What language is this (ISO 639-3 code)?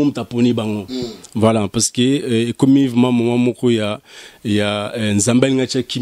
lin